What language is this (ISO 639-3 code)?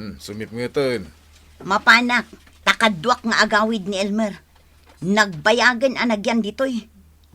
ilo